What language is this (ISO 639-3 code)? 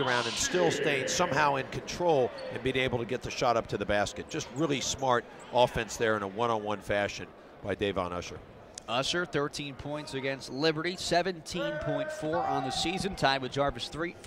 eng